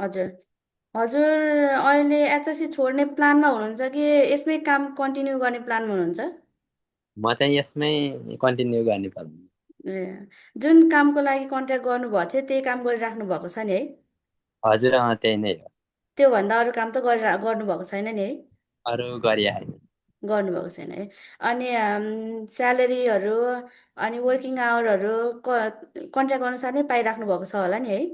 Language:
Nepali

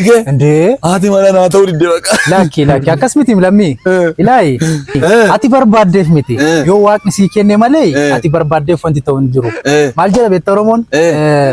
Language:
Oromo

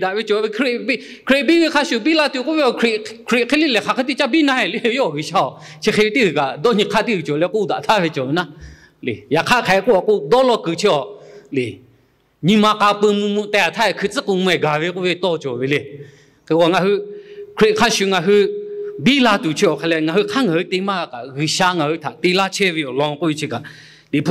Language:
Lahu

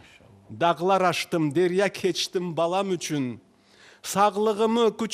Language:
Crimean Tatar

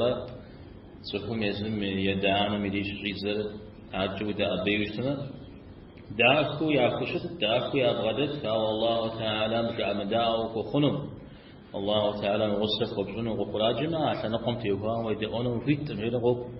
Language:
Kabardian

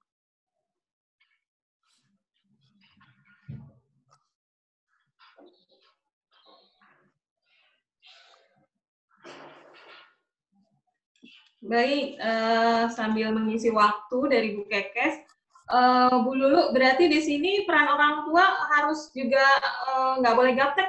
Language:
Indonesian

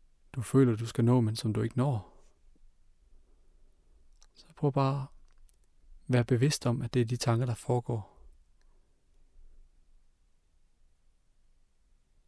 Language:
Danish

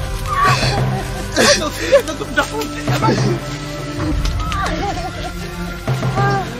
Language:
Swahili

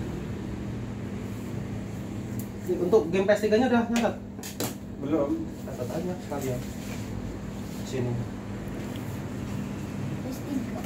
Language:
Indonesian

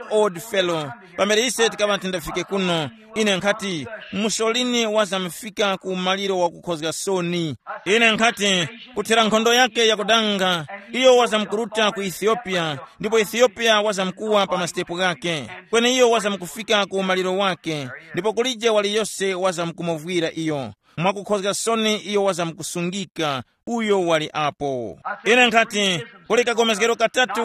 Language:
Tumbuka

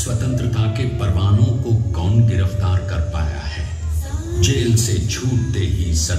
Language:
Hindi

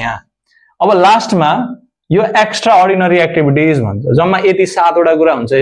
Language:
Nepali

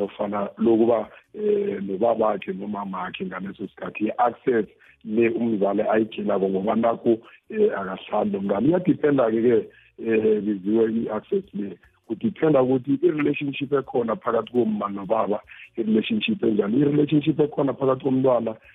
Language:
South Ndebele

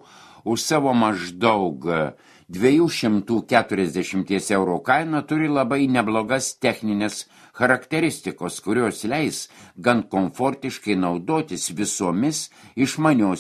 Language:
Lithuanian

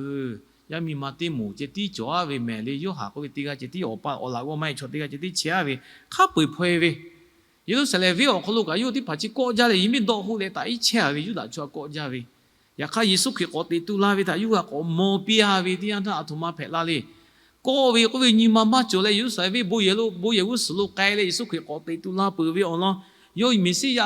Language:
Lahu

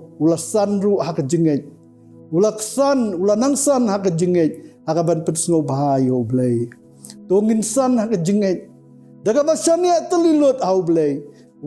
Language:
Khasi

